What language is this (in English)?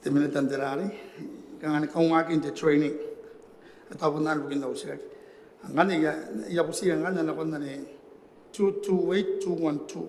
Gilbertese